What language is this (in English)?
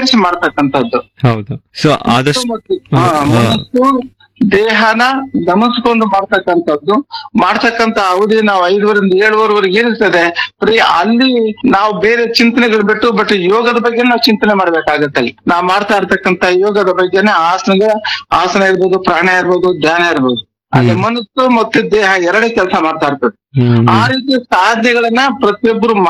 Kannada